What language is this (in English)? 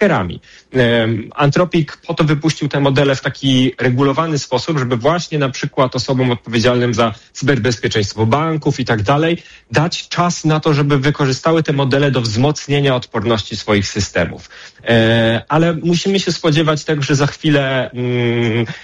Polish